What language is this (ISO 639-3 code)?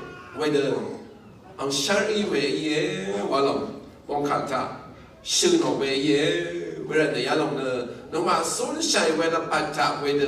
raw